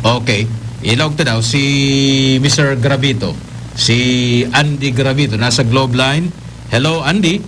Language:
Bikol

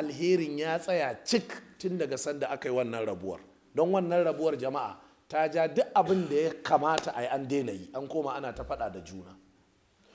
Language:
Hausa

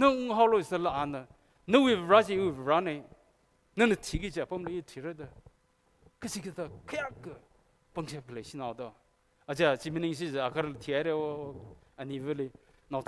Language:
Tangkhul Naga (India)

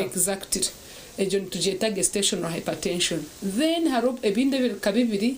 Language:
Nyankole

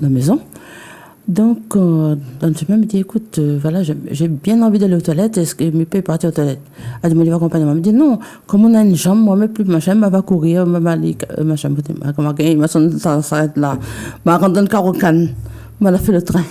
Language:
Réunion Creole French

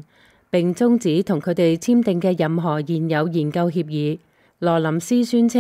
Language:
Cantonese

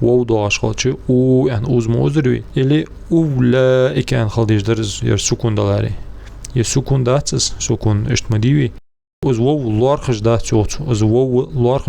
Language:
Ingush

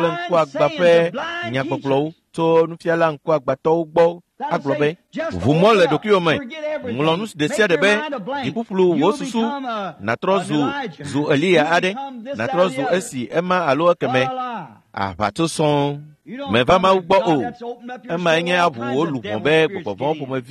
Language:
Ewe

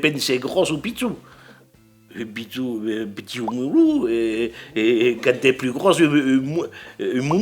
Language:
Occitan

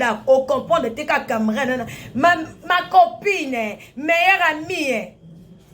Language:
Lingala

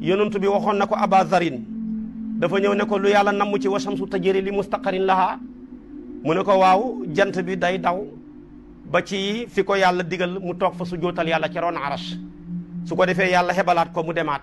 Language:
Wolof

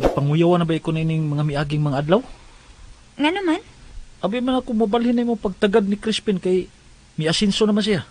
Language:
Cebuano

